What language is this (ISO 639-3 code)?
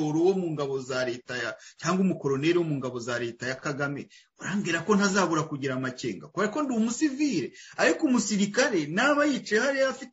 kin